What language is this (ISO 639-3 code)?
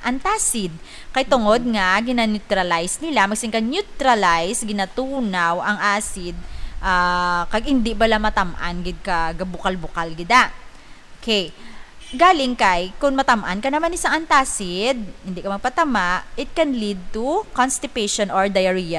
hil